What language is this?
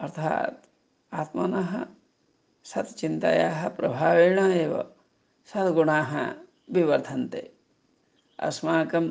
Sanskrit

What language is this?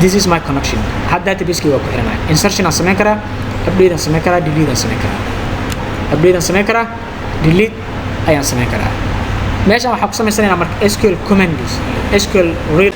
Somali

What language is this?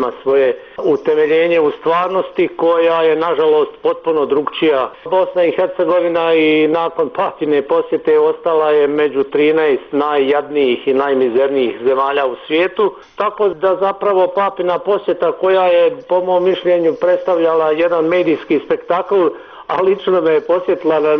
Bosnian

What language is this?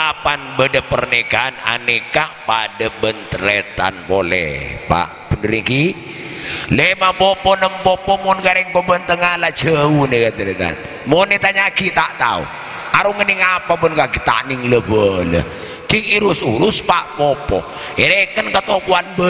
Madurese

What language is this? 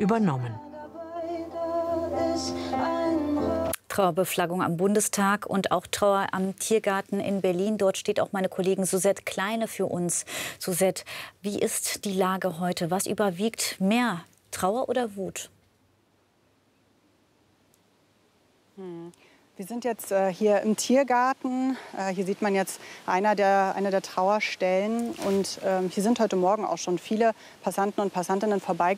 German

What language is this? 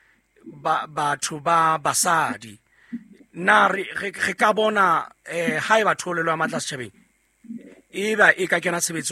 Southern Sotho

